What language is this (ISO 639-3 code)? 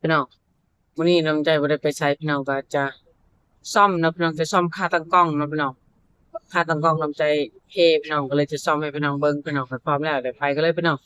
tts